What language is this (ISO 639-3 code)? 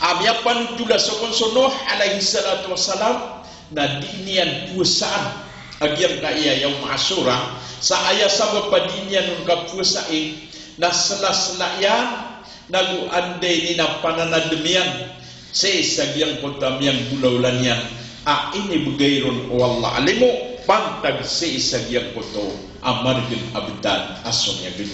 mrw